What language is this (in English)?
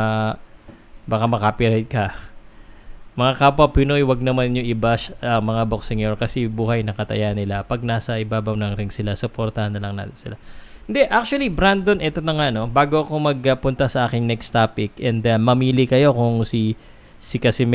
Filipino